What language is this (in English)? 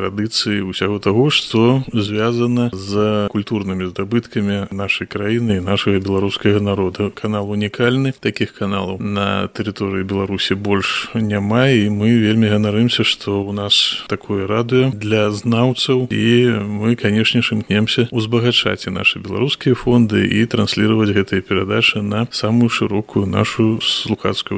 Belarusian